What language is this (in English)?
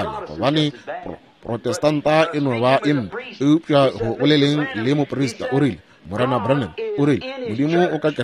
Northern Sotho